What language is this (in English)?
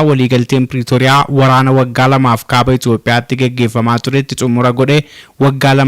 Oromo